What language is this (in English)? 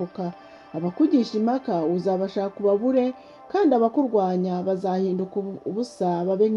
Kinyarwanda